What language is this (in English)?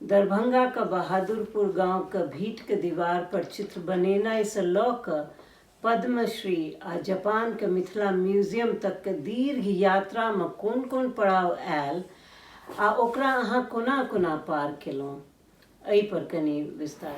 Maithili